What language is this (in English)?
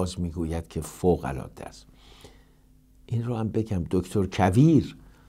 Persian